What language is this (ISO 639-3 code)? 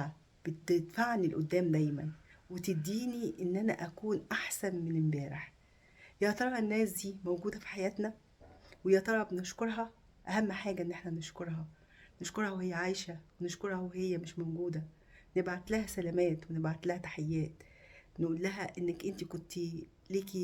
arz